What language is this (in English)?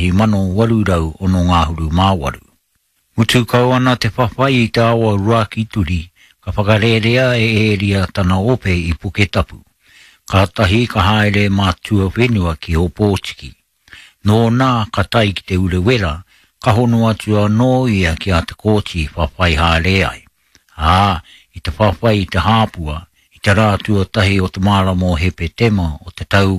Māori